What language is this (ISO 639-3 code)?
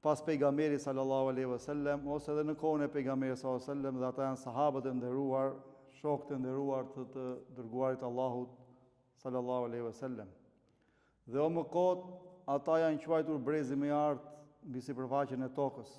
sqi